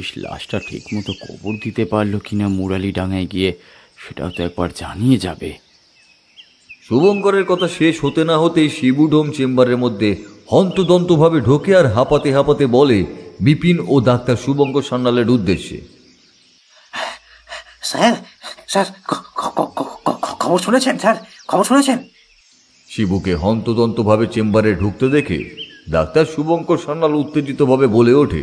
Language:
Bangla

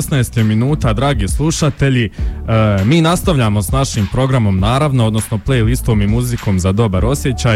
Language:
Bosnian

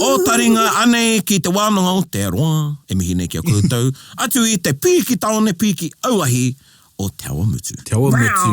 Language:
Māori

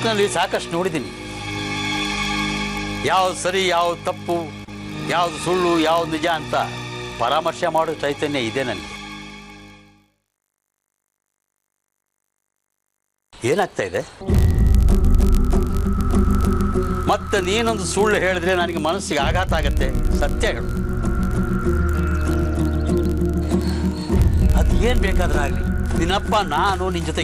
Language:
Kannada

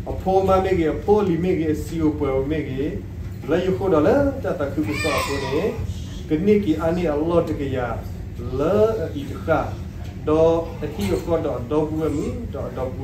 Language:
S'gaw Karen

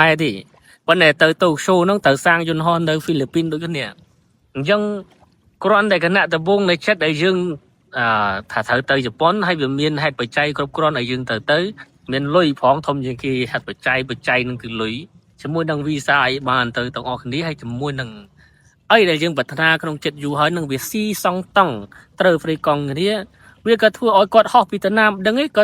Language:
Khmer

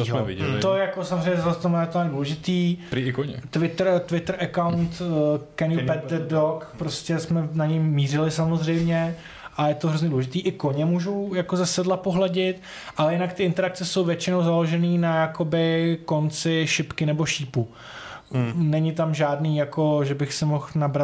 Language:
Czech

